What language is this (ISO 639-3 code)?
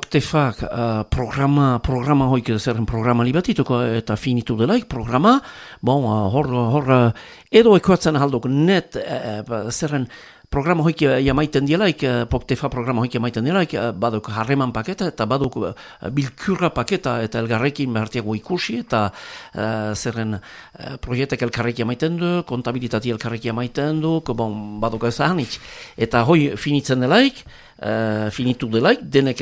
eus